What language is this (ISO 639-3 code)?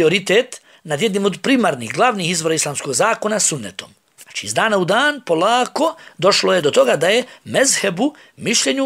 bos